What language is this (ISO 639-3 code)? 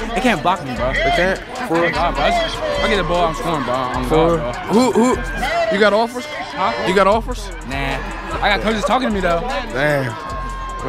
eng